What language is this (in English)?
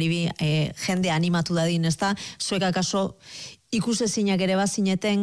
Basque